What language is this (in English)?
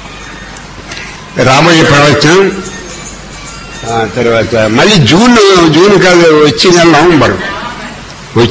Telugu